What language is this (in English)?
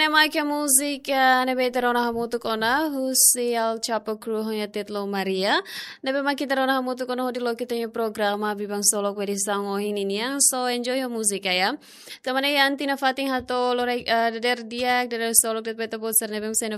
Tetum